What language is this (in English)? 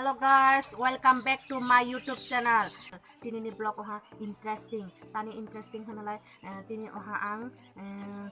Kok Borok